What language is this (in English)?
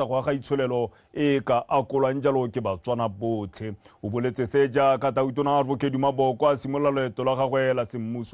Tswana